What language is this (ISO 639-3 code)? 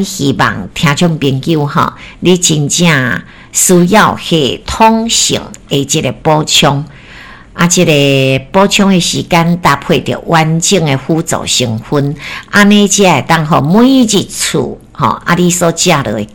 nan